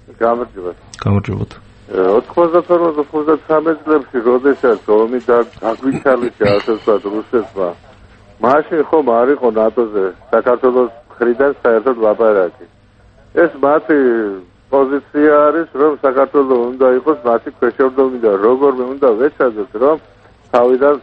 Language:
Georgian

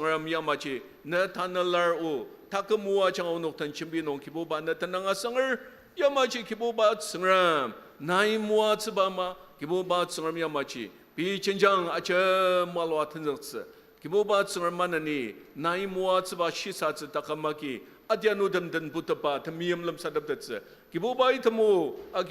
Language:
Ao Naga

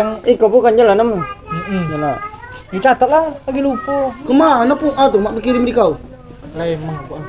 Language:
Musi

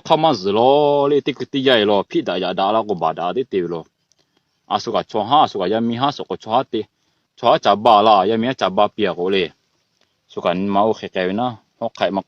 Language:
Lahu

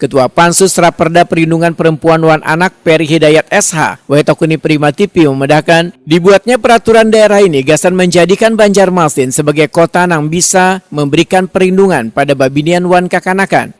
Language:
Banjar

